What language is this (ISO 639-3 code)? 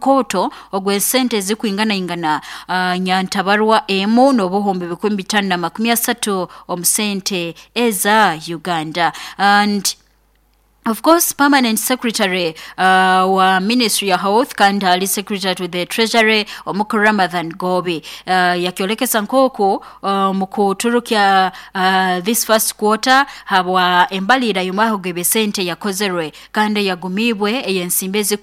nyn